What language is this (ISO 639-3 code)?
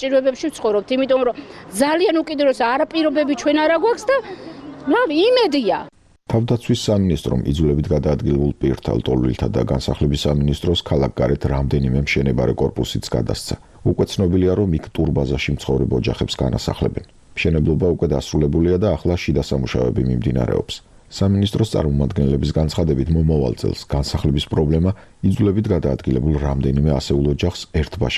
kat